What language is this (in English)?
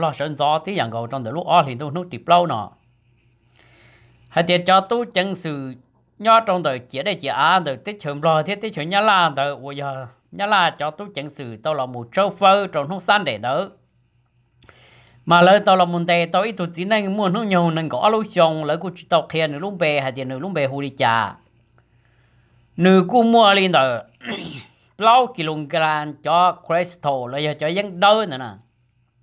Vietnamese